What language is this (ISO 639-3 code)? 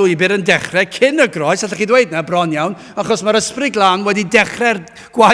cym